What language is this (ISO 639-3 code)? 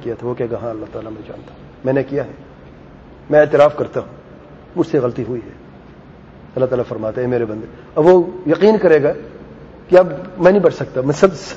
urd